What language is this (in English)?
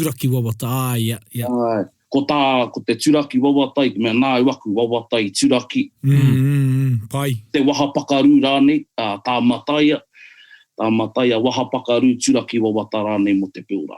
Māori